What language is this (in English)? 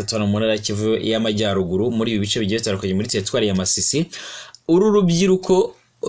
Kinyarwanda